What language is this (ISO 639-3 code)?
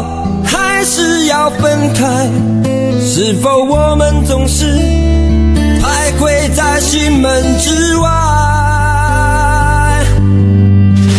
zho